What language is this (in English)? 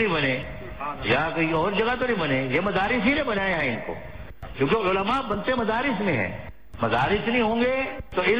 Urdu